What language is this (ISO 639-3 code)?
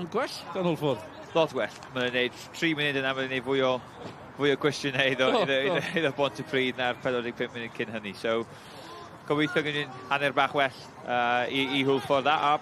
cym